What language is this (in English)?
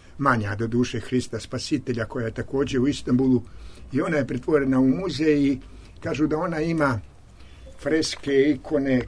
Serbian